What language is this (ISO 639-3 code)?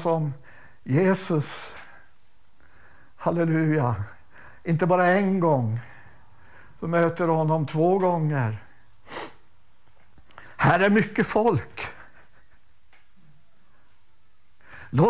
swe